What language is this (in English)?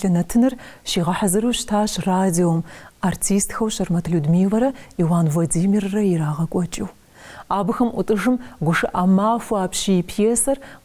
Kabardian